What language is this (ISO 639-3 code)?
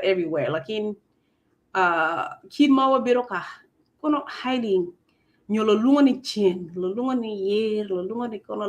ach